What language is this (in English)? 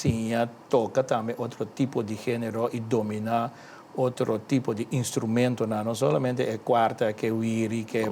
Papiamento